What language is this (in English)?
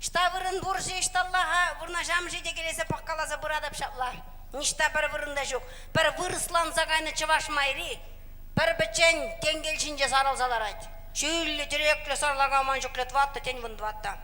Chuvash